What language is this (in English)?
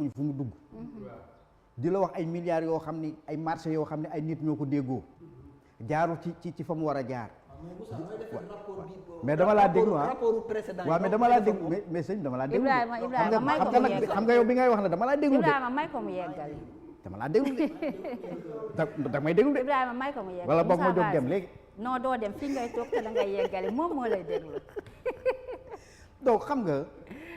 Wolof